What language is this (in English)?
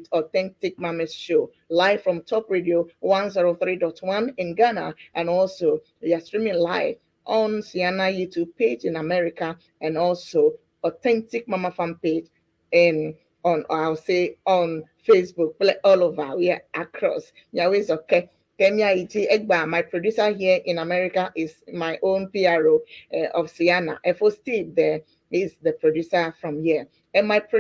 Ewe